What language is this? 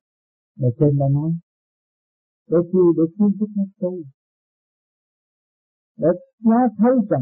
Vietnamese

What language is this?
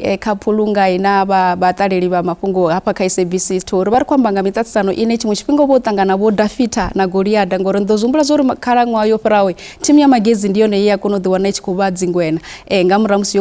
Venda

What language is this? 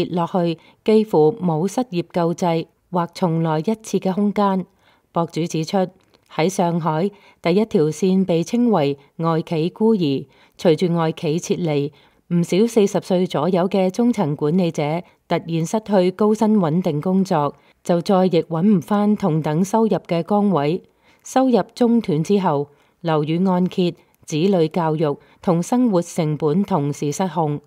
Cantonese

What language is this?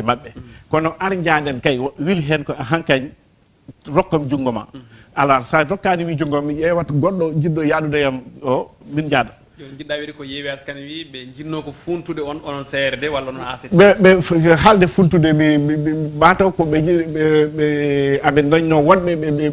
Fula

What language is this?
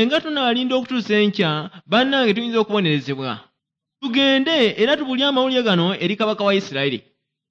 Ganda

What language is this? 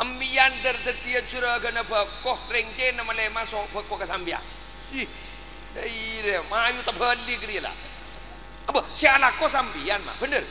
Madurese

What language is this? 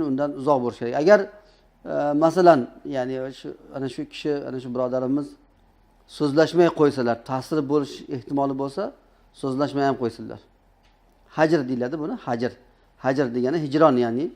Uzbek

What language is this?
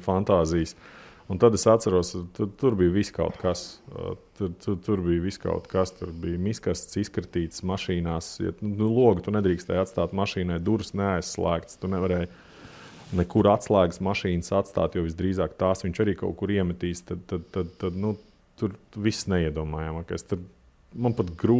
Latvian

